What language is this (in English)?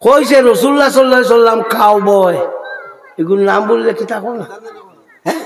Sylheti